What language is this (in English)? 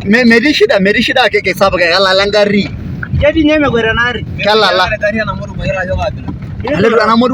Masai